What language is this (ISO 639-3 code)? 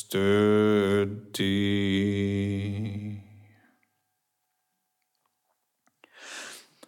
isl